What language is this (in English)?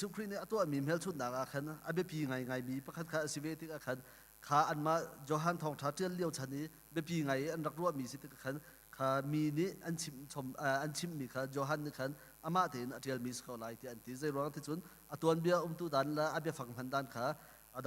Hakha Chin